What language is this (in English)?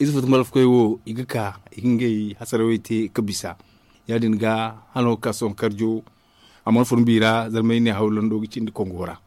Zarma